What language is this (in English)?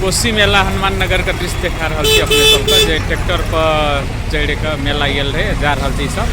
Maithili